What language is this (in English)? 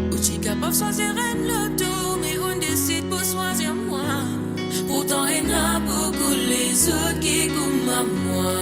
Morisyen